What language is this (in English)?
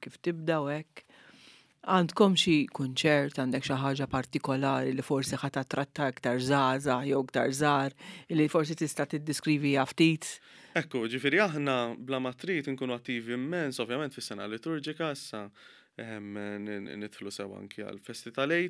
Maltese